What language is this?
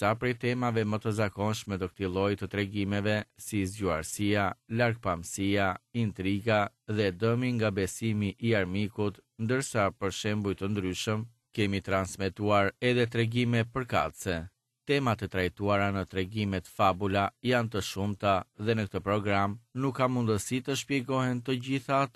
Albanian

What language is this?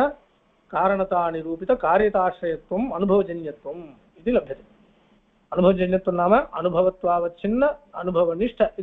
Sanskrit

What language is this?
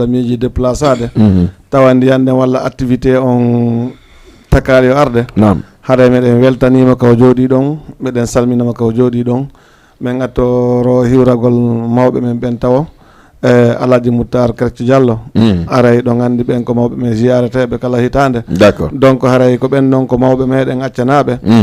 Fula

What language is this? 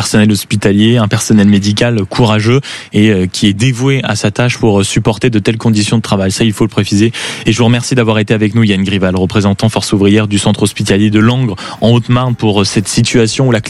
French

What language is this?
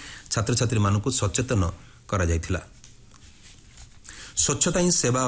Odia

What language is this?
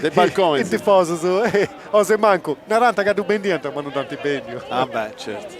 Sardinian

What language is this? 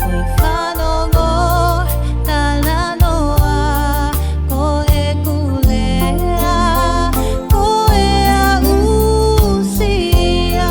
Tongan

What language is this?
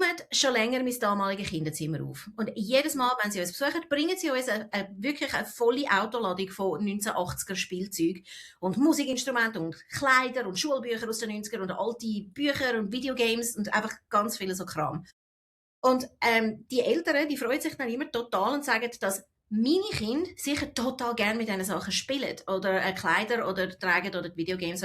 Swiss German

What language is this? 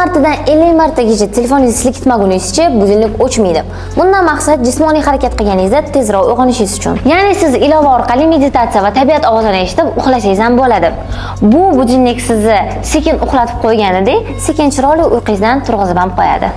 Uzbek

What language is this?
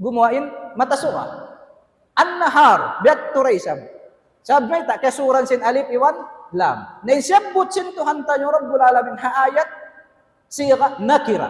Tausug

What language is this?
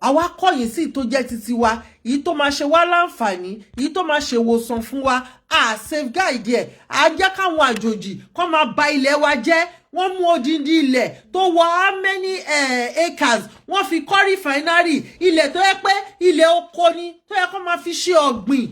Yoruba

